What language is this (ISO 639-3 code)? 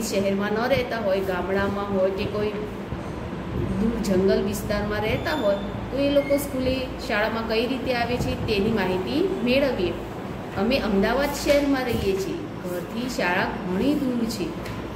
guj